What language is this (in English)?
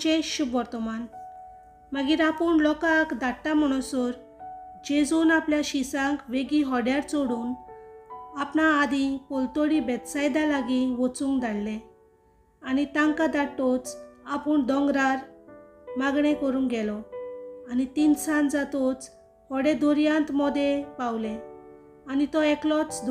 Konkani